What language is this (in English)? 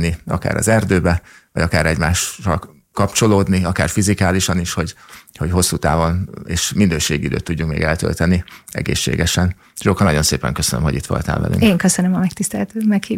Hungarian